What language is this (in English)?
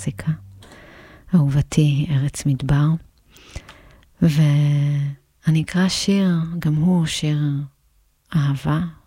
Hebrew